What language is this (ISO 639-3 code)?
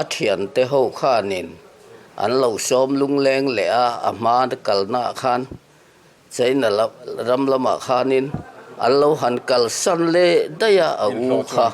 lus